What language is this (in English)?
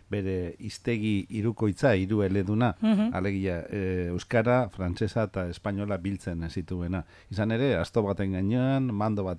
Basque